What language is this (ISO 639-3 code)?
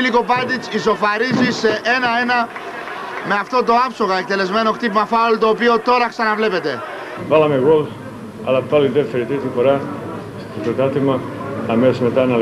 ell